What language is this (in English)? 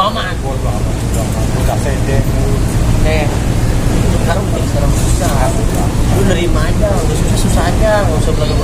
Betawi